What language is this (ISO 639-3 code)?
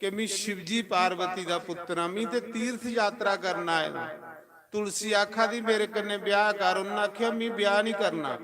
doi